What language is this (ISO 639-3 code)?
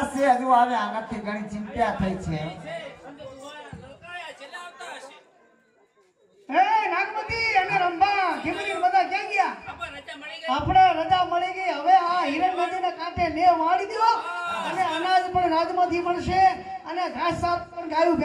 guj